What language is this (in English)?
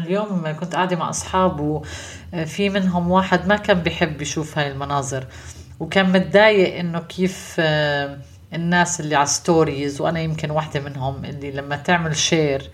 North Levantine Arabic